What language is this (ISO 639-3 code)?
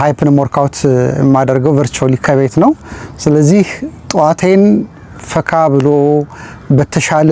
amh